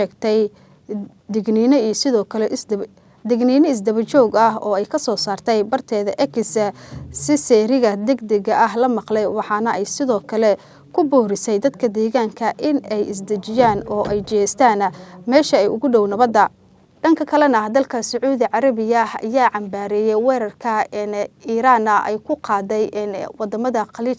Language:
Somali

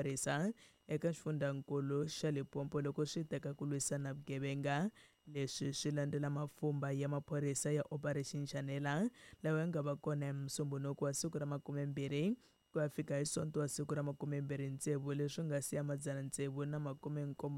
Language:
Tsonga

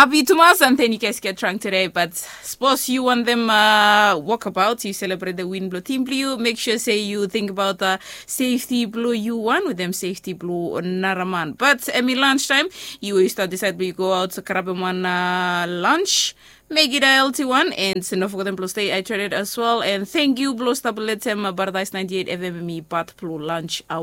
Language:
Bislama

